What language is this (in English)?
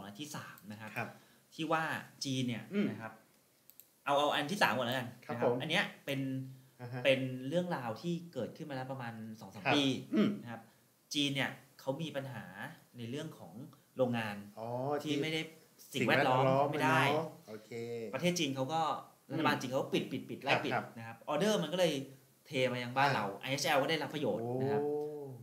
Thai